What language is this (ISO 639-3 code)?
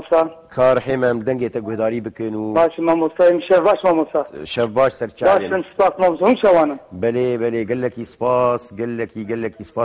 kur